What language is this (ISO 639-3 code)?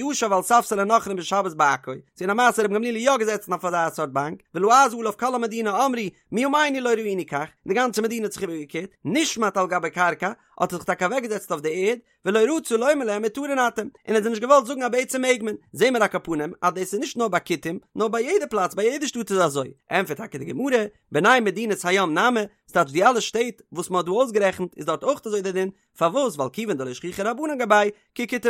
yid